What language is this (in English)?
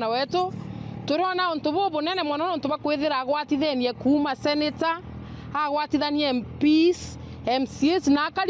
Meru